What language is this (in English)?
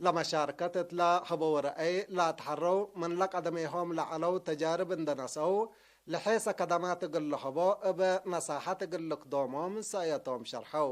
Tigre